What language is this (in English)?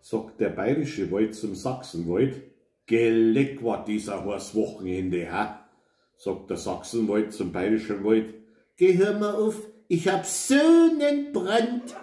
Bavarian